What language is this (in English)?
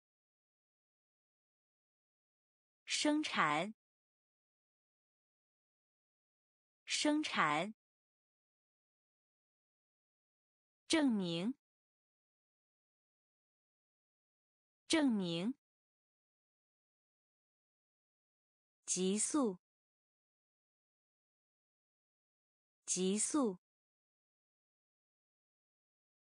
Chinese